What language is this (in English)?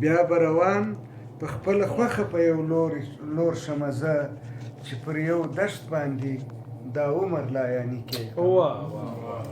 Pashto